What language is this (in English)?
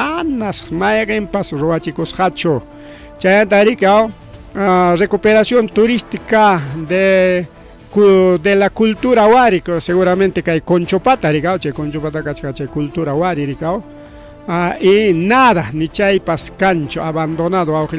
Ayacucho Quechua